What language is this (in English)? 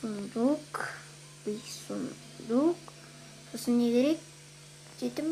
Kazakh